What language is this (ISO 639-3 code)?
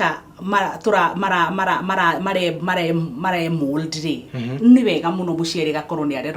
kik